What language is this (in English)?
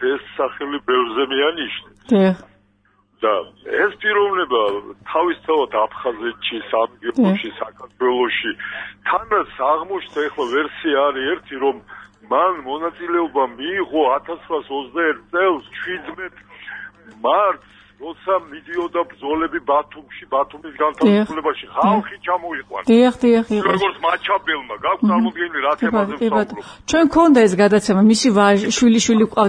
Georgian